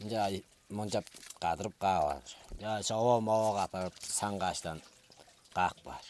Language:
Tuvinian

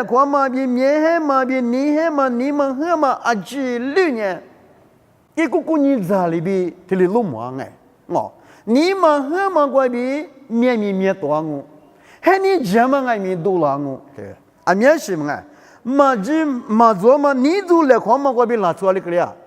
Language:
Lisu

